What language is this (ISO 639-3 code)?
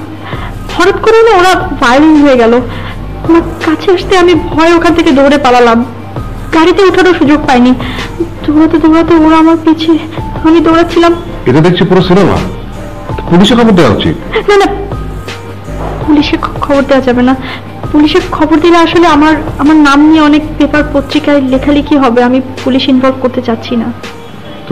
ben